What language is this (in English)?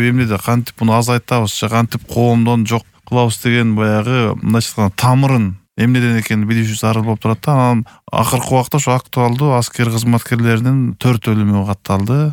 Kyrgyz